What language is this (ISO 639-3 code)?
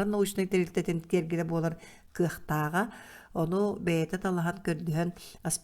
sah